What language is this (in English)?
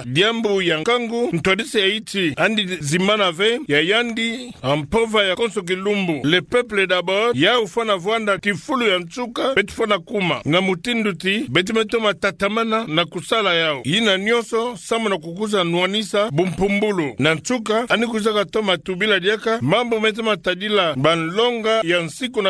Kituba (Democratic Republic of Congo)